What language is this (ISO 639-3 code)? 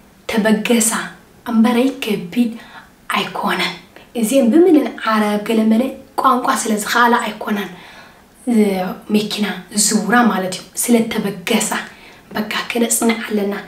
tir